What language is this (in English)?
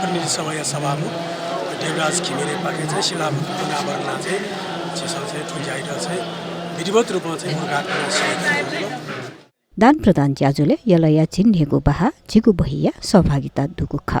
Newari